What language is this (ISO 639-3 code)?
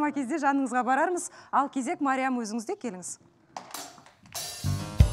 kaz